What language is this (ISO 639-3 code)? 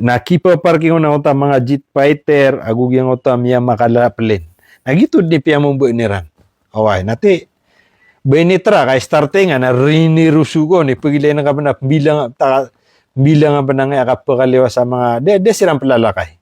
mrw